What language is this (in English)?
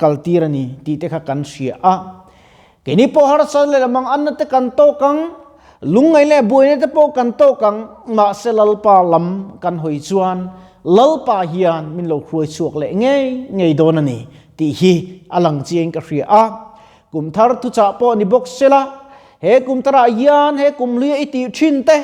Mizo